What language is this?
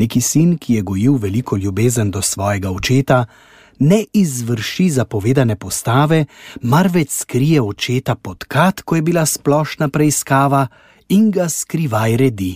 Slovenian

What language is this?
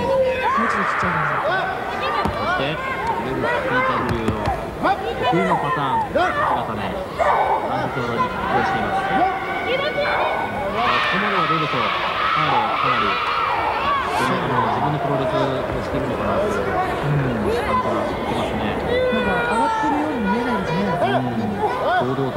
Japanese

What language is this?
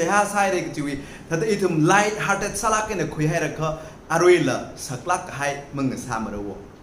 Tangkhul Naga (India)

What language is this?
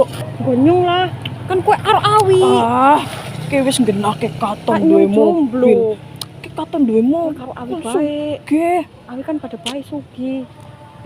Betawi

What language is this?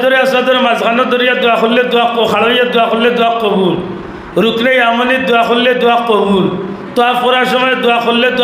Sylheti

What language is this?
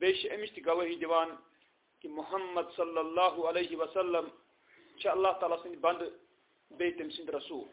Kashmiri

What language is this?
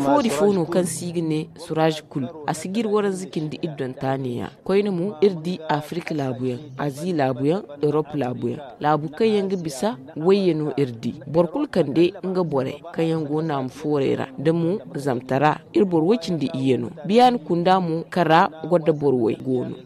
Zarma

